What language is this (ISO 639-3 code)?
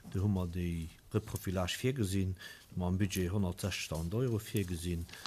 ltz